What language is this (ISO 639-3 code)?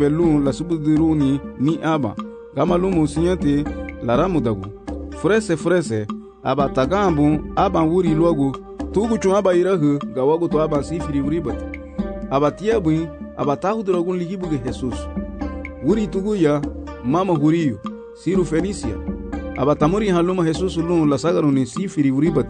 cab